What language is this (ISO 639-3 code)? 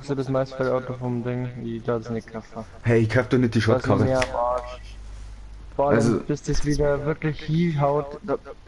bar